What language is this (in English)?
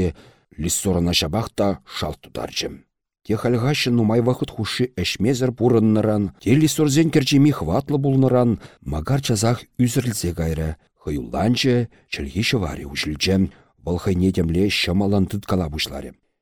Chuvash